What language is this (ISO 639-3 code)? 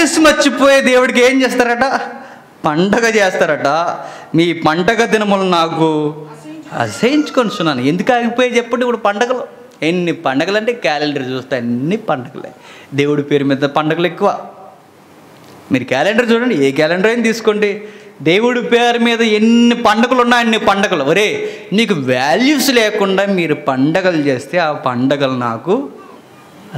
tel